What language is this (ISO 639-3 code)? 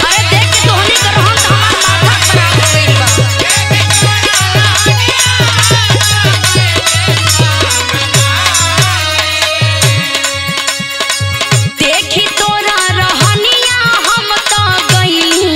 bho